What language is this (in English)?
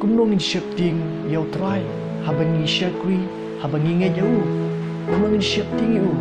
Khasi